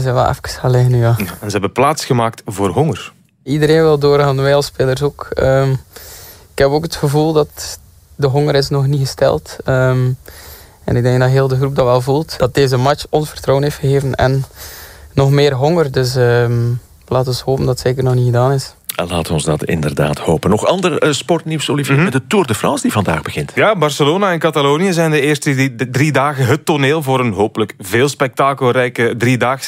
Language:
Dutch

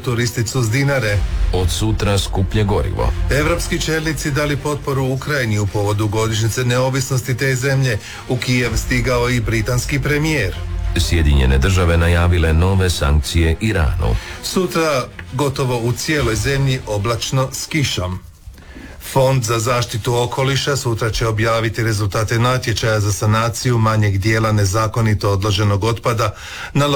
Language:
Croatian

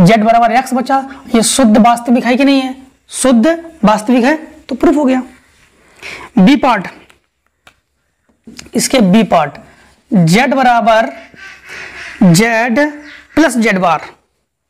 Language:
Hindi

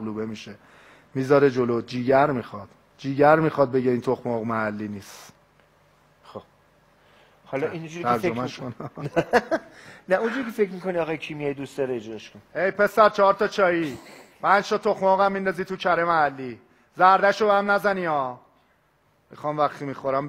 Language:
Persian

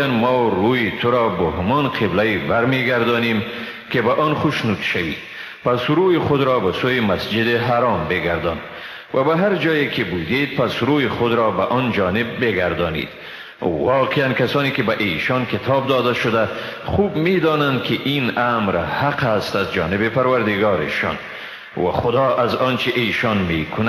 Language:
Persian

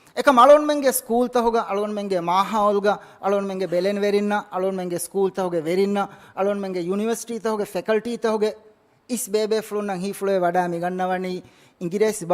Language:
Divehi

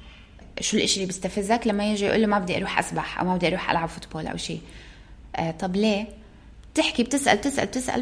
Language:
North Levantine Arabic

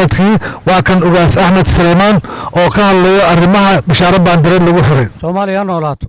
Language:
Somali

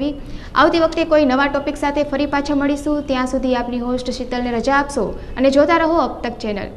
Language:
Gujarati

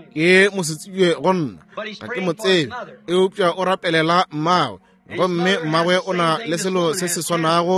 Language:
Northern Sotho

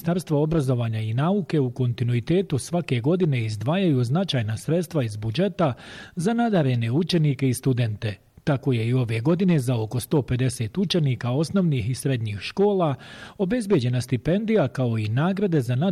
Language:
Bosnian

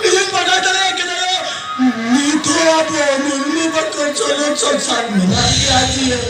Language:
Santali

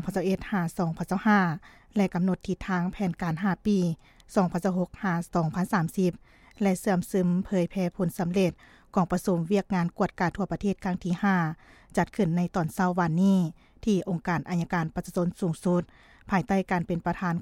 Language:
Lao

